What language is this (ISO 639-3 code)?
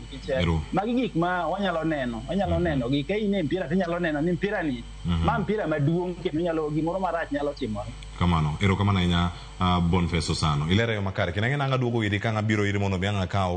luo